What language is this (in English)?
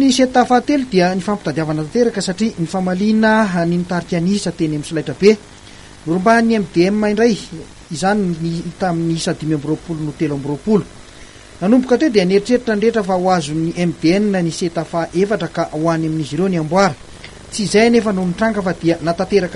Malagasy